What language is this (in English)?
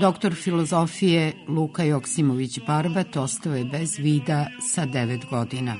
Serbian